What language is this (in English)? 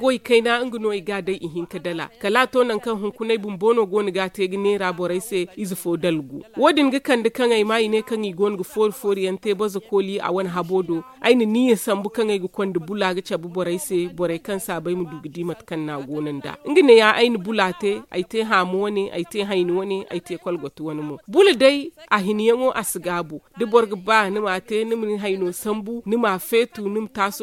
Zarma